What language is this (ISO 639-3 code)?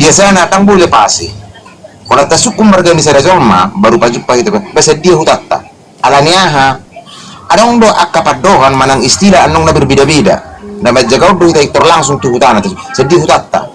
bbc